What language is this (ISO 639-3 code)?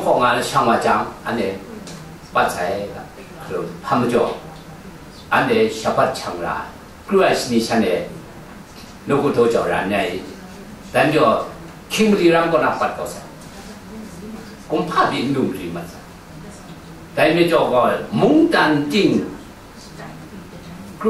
tha